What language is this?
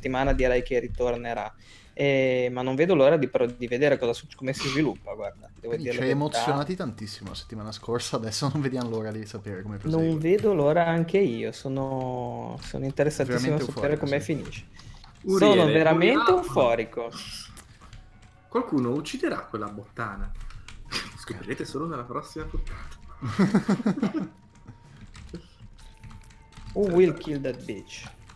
Italian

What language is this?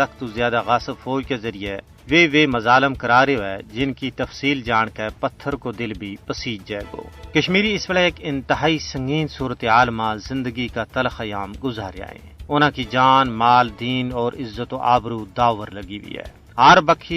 Gujari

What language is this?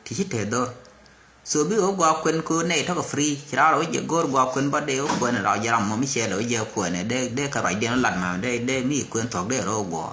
Nuer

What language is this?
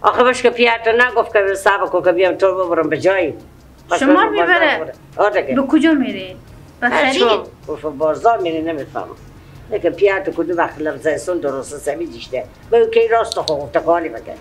Persian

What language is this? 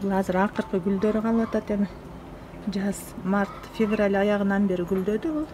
Kyrgyz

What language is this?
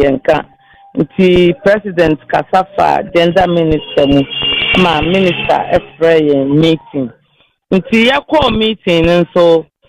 Akan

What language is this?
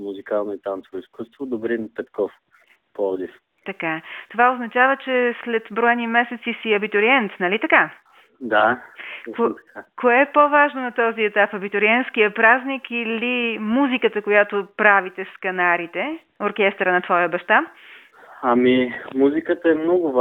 Bulgarian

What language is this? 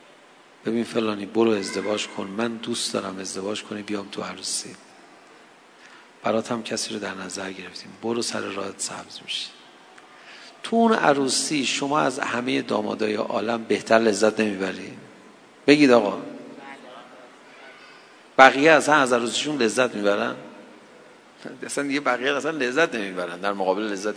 Persian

